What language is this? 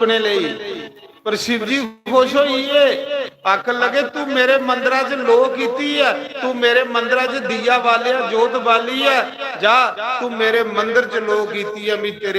Dogri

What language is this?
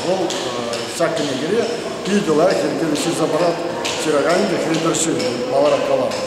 Chuvash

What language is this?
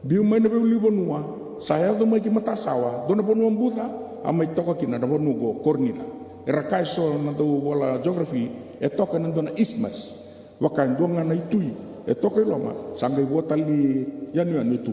Fijian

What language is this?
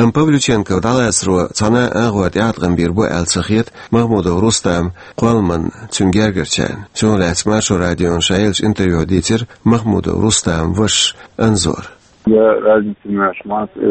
Chechen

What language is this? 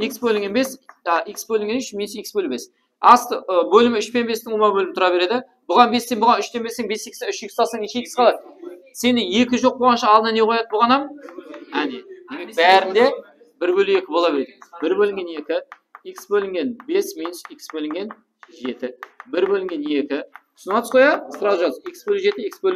Kara-Kalpak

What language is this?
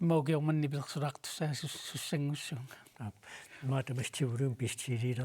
Kalaallisut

